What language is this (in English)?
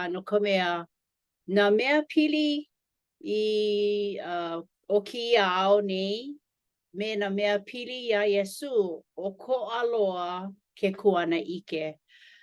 Hawaiian